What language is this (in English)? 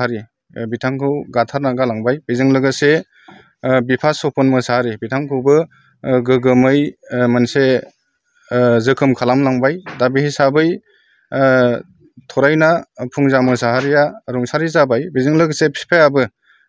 Bodo